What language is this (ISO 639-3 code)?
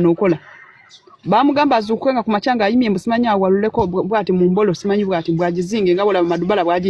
lug